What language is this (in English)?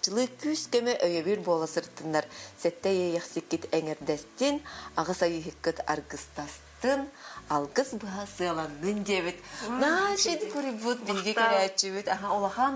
Yakut